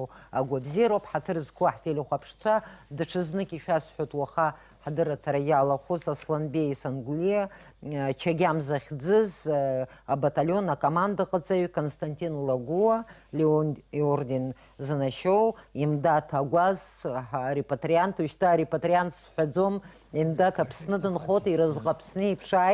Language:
Abkhazian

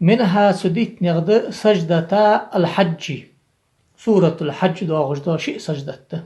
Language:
Ingush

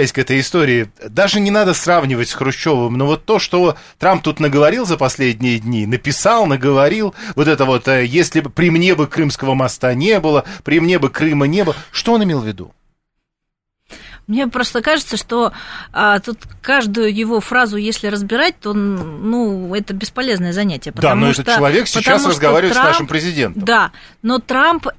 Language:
Russian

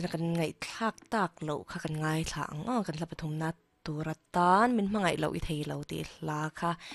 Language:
Mizo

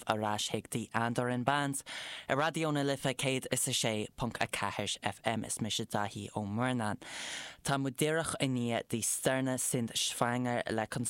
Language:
Irish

